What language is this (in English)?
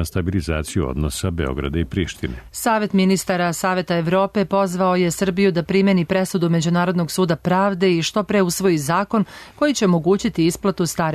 Serbian